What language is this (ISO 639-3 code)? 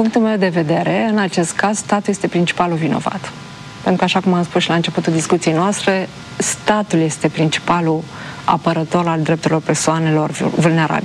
ron